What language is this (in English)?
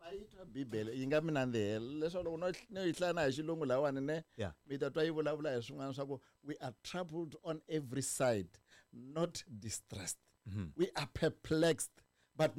Tsonga